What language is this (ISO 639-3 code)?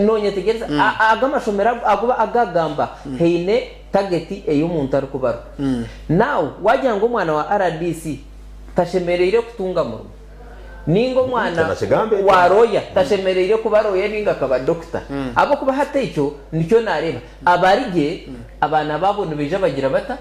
nyn